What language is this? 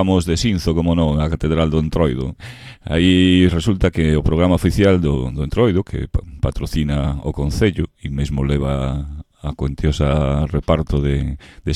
Galician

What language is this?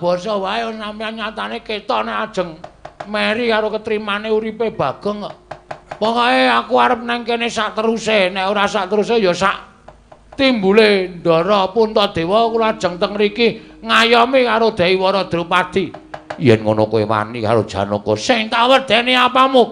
Javanese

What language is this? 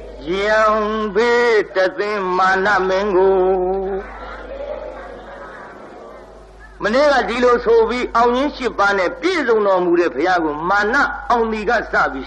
Burmese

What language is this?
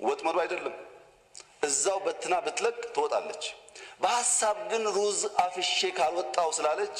Amharic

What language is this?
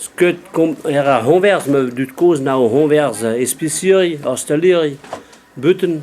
Breton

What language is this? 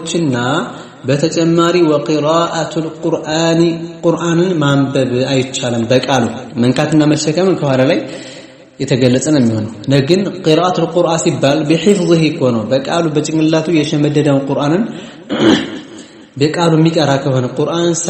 Amharic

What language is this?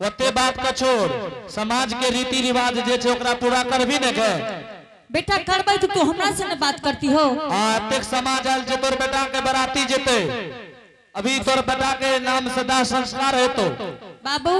Angika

